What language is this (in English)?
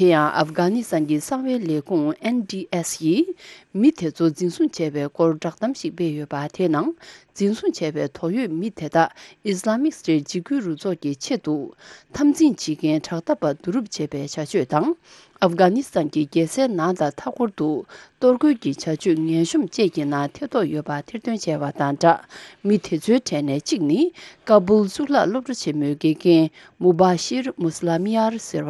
Tibetan